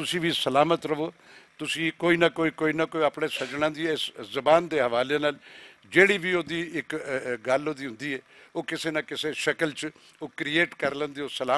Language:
Western Panjabi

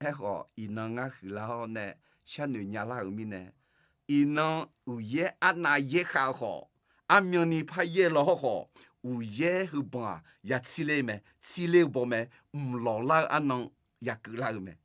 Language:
Akha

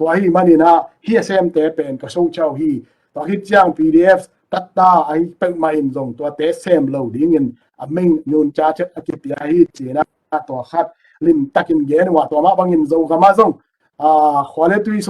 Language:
Tedim Chin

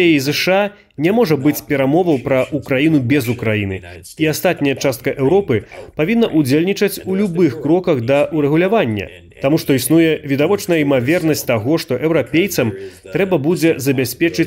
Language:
Belarusian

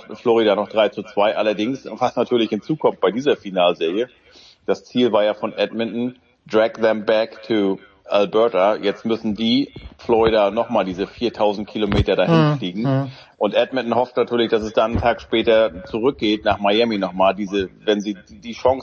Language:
German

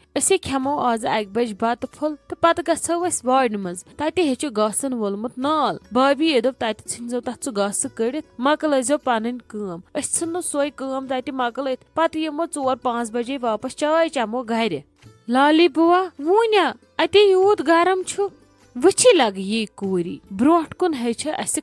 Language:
Kashmiri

